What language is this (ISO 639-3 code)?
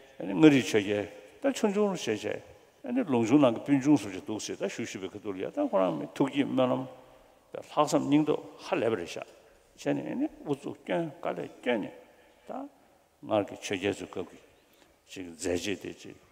bod